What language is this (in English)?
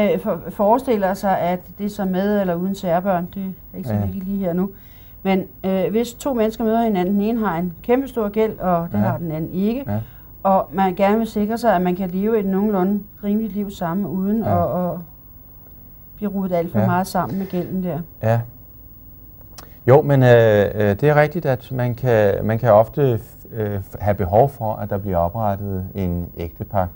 Danish